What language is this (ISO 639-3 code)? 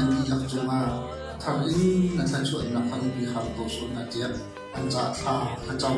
cnh